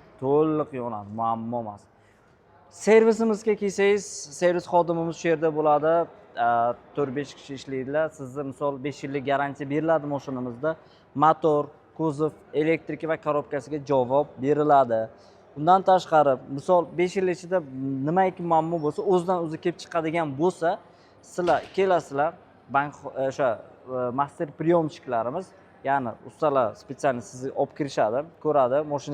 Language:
Uzbek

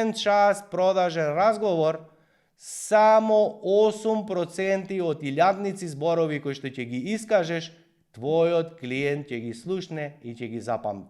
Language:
Macedonian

